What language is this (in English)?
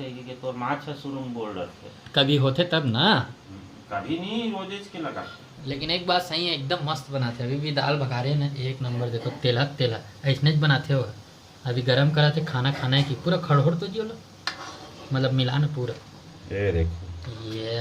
Chhattisgarhi